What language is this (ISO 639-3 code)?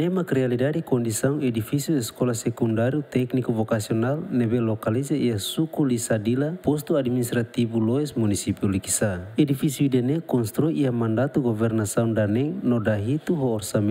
tet